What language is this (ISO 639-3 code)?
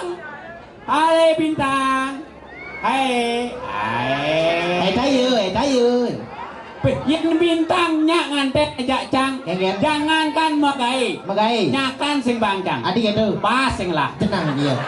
ban